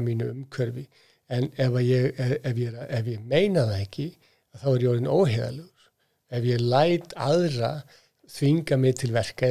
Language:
Icelandic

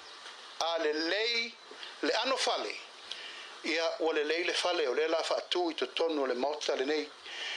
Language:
Samoan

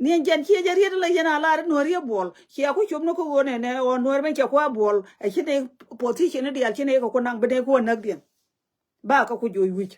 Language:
Nuer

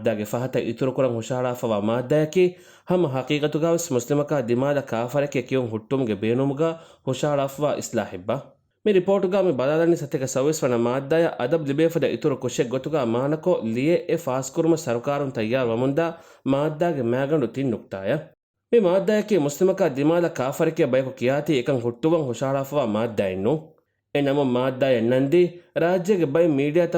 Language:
Divehi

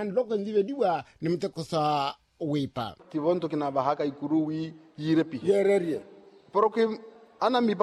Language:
Makhuwa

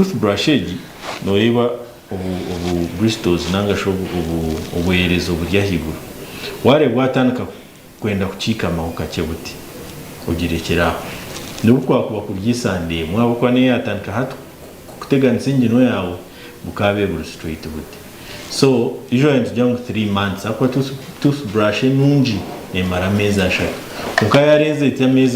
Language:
Nyankole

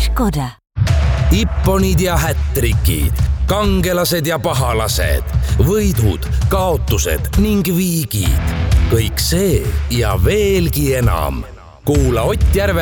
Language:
Estonian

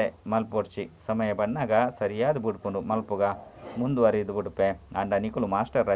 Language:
Tulu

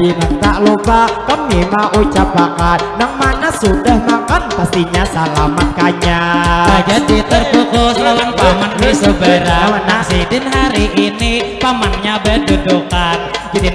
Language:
Banjar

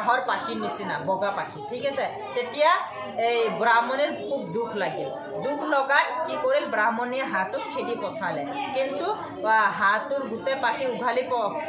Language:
Assamese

